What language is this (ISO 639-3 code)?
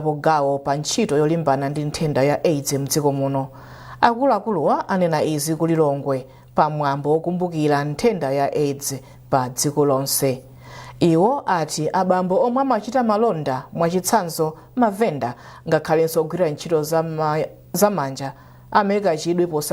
nya